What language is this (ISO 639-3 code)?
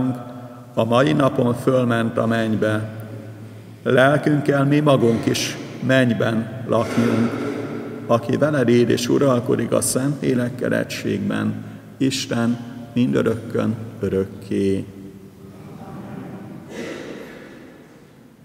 hun